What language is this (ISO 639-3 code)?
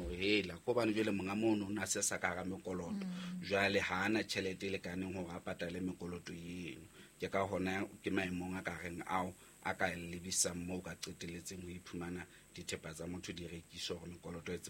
sot